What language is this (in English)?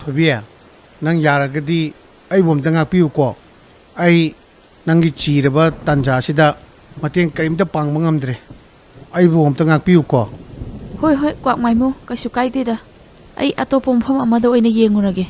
Manipuri